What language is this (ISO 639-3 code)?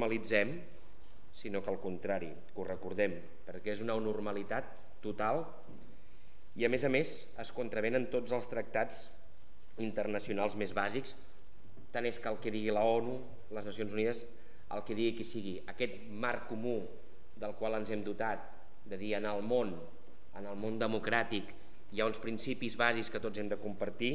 cat